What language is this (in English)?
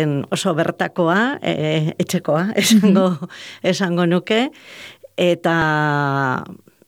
Basque